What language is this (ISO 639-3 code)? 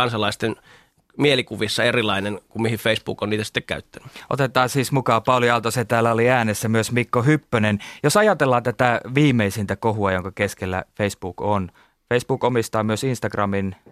fin